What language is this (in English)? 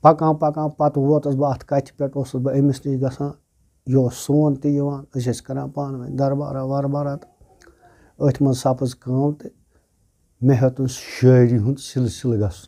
Kashmiri